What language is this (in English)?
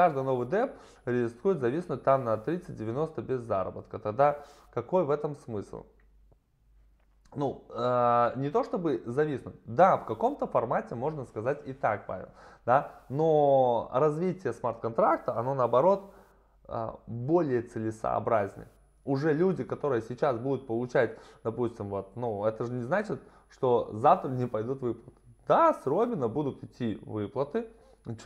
Russian